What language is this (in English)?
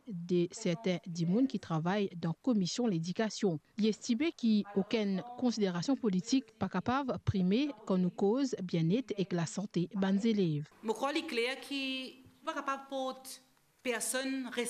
Morisyen